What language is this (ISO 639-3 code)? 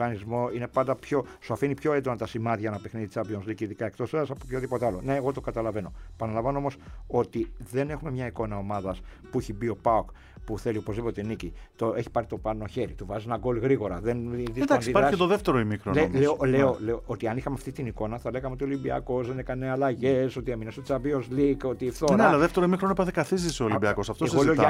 ell